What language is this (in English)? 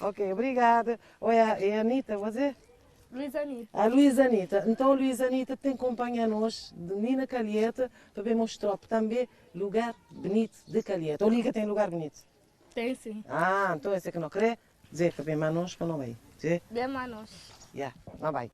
Kabuverdianu